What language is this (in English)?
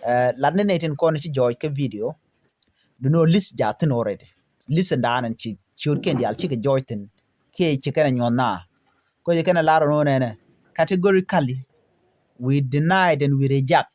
Nuer